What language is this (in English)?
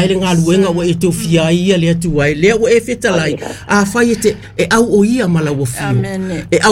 Samoan